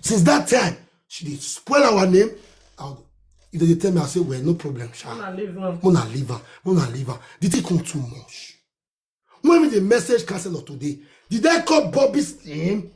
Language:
Nigerian Pidgin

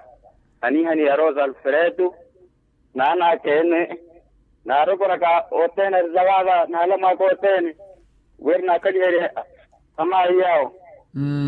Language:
Makhuwa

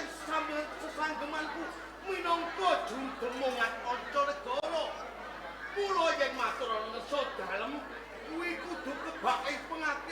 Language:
Javanese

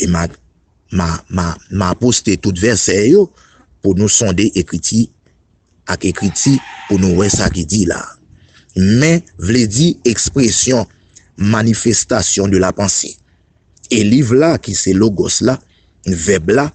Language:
Haitian Creole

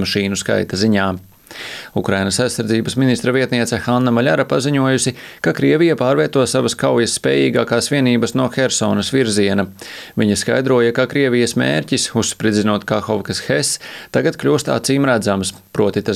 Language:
Latvian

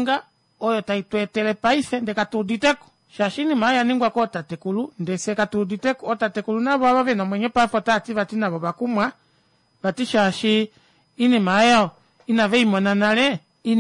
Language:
Kuanyama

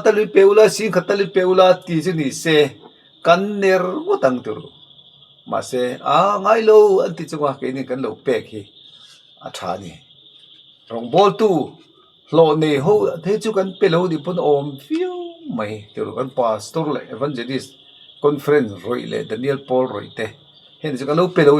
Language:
Mizo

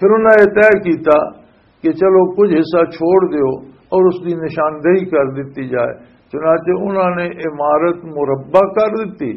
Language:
Western Panjabi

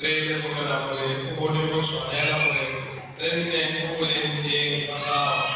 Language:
Tswana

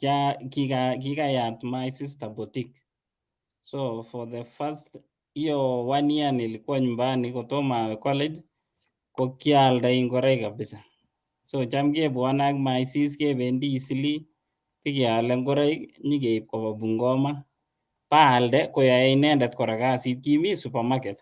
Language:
Kalenjin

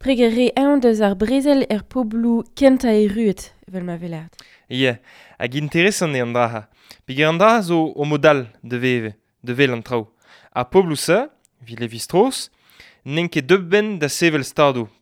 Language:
Breton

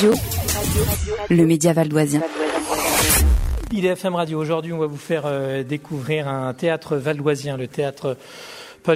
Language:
French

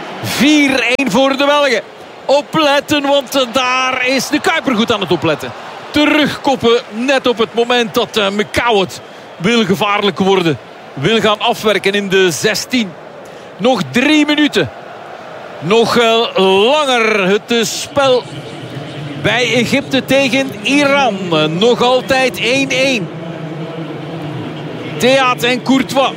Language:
Dutch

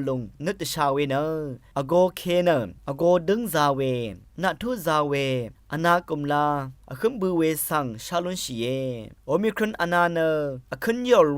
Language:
Rawang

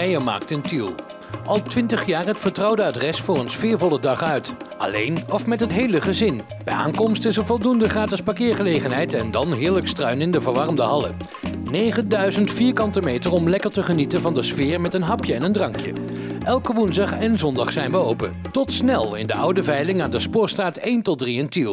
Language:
Dutch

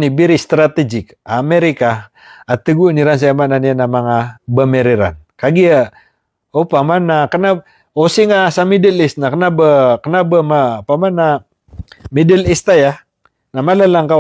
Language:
Maranao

